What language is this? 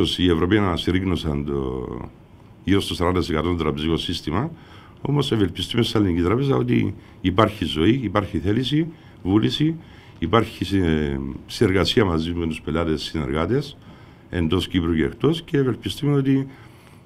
Greek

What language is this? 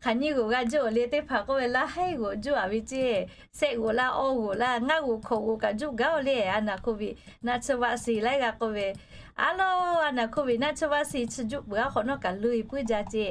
Lahu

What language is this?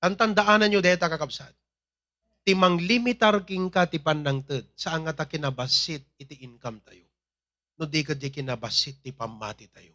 Iloko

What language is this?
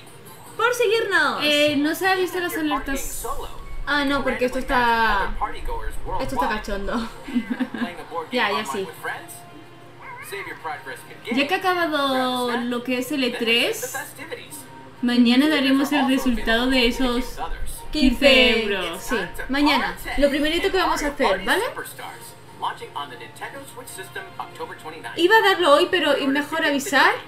Spanish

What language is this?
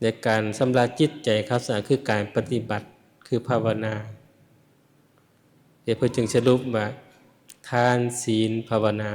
Lao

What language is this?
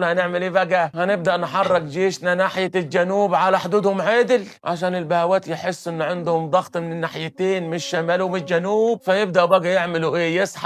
Egyptian Arabic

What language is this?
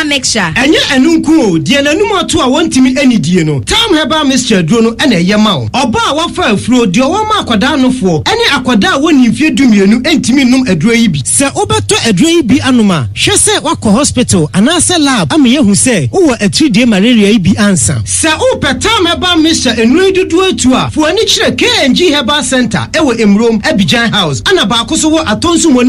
Akan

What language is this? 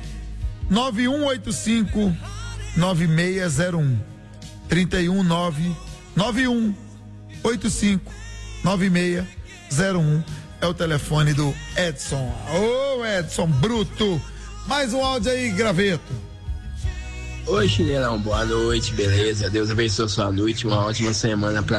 Portuguese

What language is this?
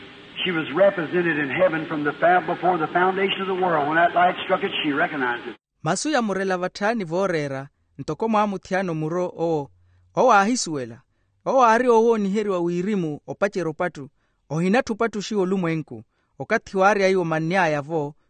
Makhuwa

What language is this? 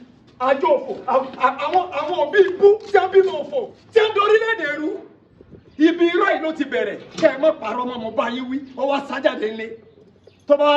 Yoruba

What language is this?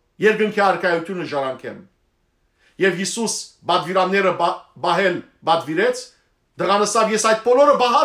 Western Armenian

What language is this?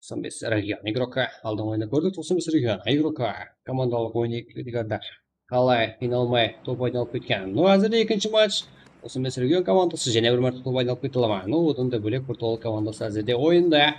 Kara-Kalpak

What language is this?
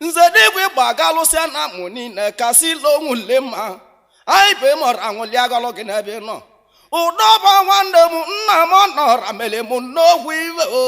Igbo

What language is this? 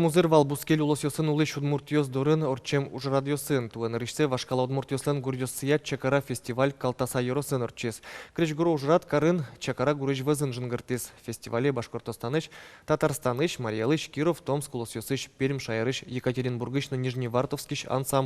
Udmurt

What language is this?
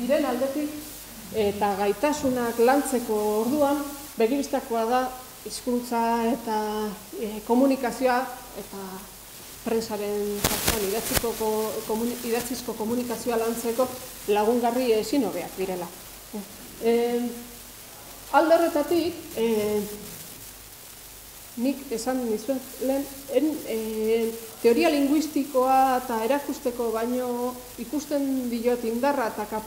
Basque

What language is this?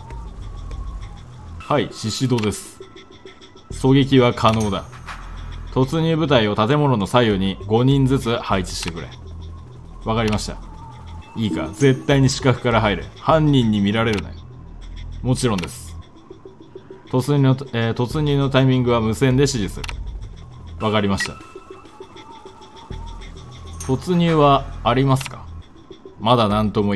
Japanese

